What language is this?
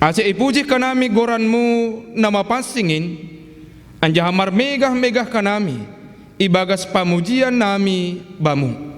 Batak Simalungun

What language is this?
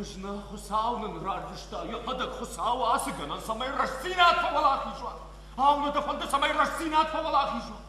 Ossetic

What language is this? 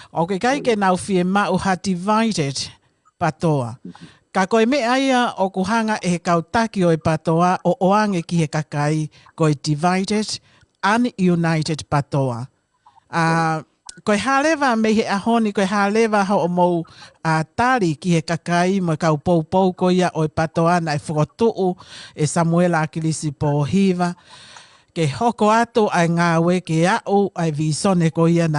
Tongan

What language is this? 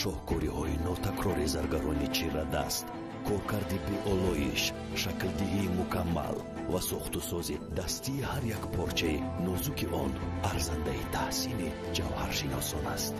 Tajik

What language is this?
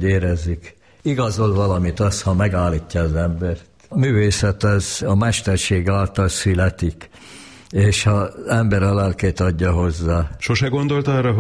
Hungarian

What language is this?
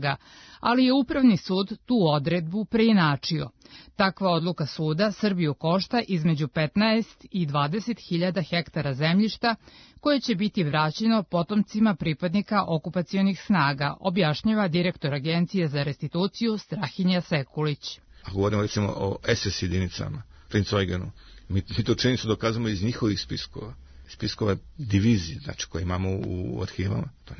Serbian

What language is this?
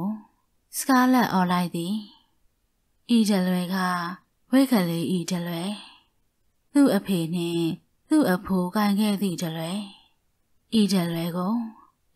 Burmese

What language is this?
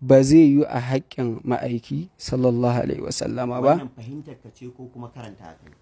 Hausa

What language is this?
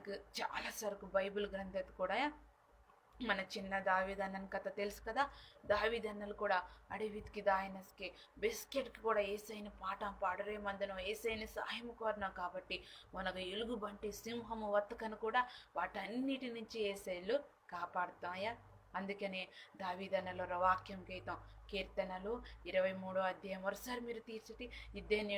Koya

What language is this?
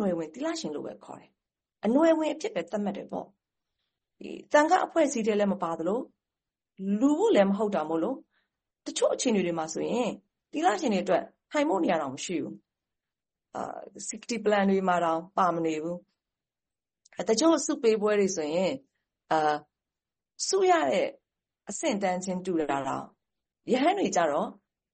Burmese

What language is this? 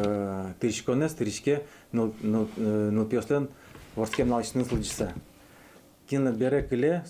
Udmurt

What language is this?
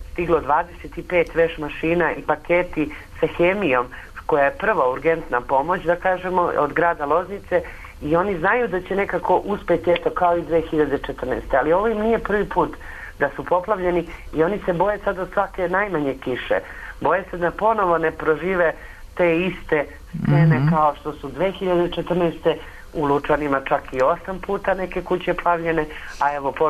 Serbian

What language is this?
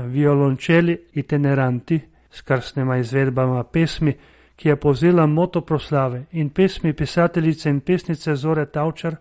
Slovenian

